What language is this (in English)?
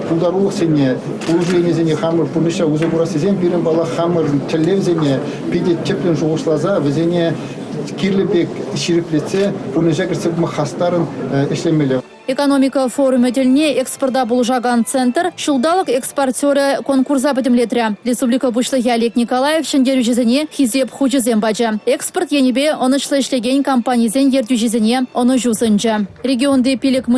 Chuvash